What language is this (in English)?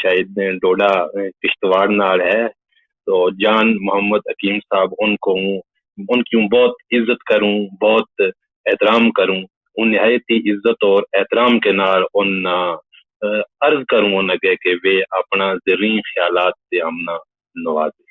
Gujari